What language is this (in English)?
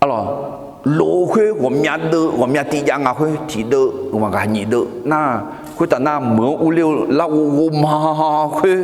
Akha